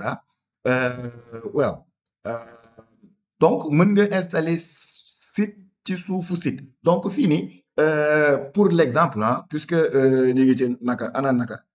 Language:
Wolof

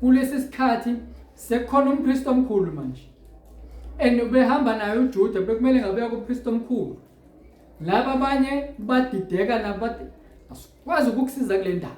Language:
Zulu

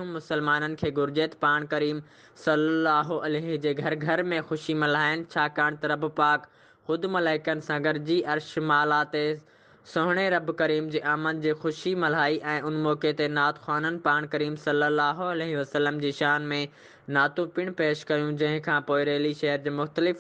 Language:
Sindhi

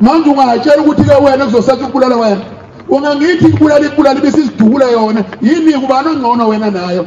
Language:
Zulu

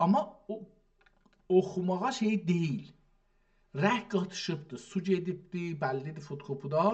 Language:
South Azerbaijani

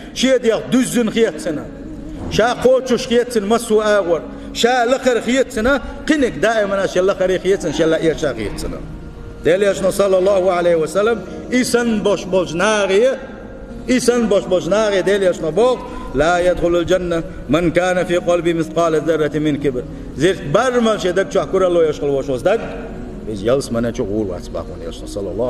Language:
Chechen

